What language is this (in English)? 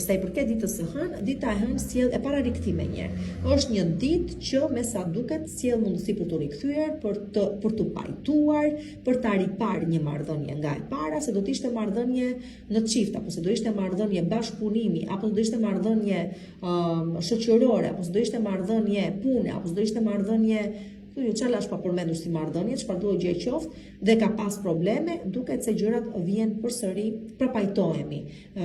Albanian